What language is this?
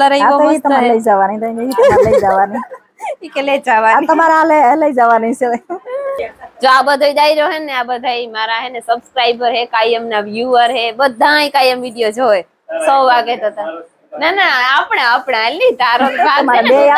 Gujarati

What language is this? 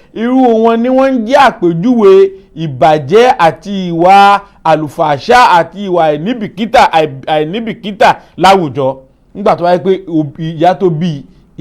Yoruba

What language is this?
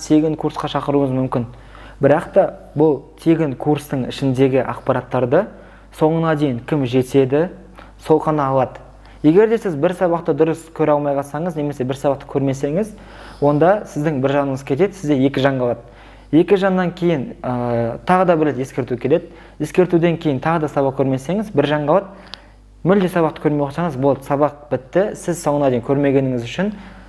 Kazakh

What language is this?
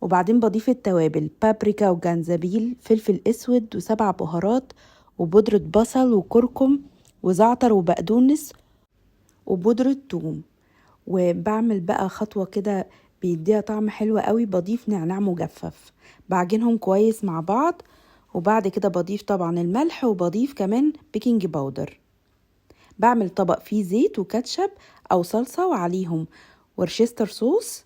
Egyptian Arabic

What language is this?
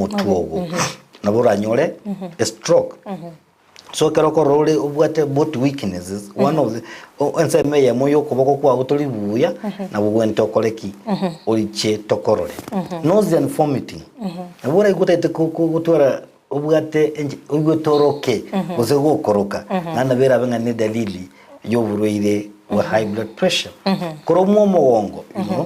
Gusii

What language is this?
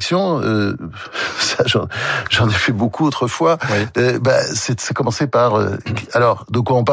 French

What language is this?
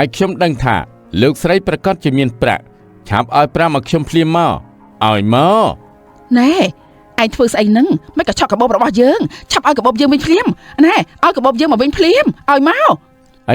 Khmer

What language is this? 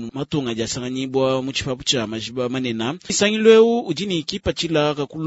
Luba-Lulua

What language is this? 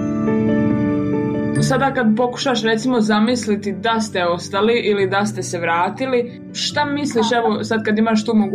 Bosnian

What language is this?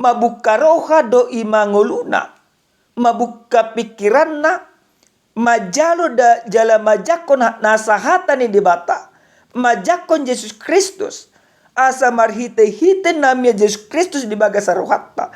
Batak Toba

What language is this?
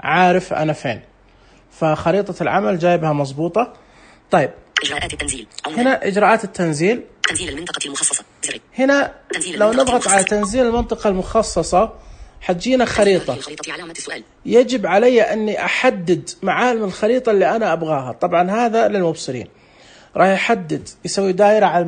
Najdi Arabic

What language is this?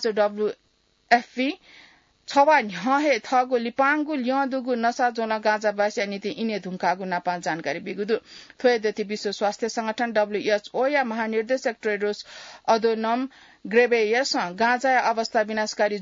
Newari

